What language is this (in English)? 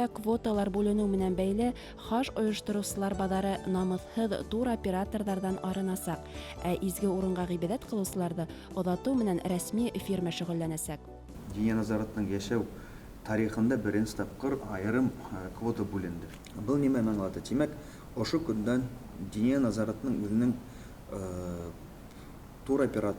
Bashkir